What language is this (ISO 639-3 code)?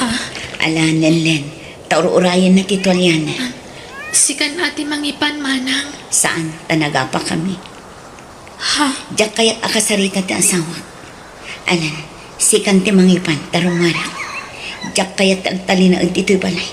ilo